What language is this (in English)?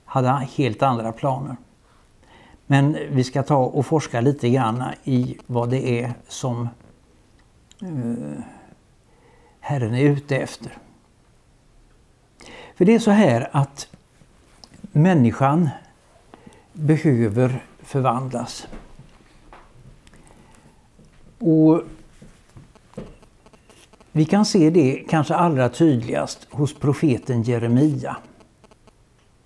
Swedish